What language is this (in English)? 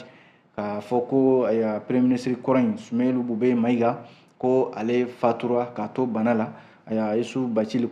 Bambara